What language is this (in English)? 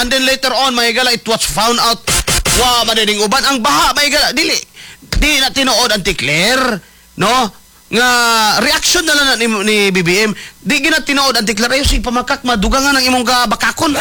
Cebuano